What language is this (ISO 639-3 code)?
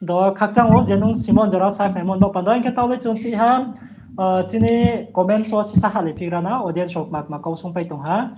ria